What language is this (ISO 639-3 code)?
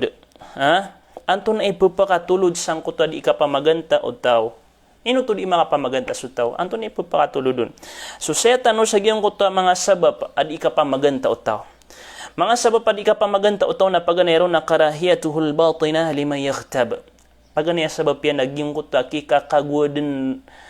mrw